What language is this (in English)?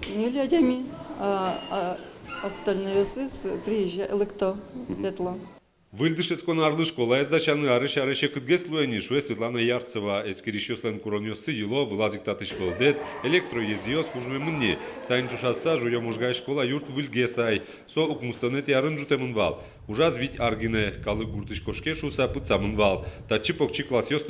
Udmurt